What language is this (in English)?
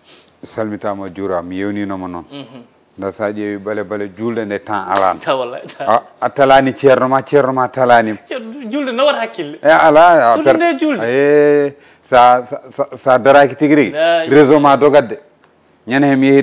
Fula